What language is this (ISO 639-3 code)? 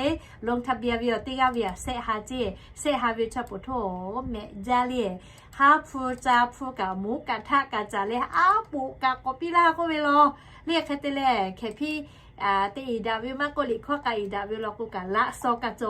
lhu